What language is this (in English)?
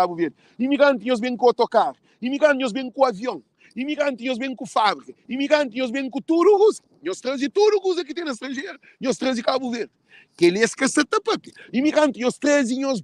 Kabuverdianu